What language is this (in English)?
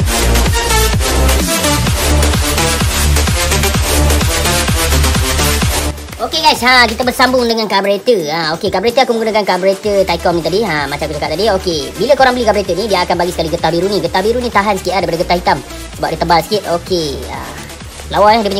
Malay